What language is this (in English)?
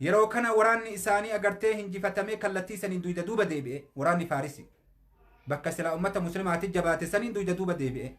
Oromo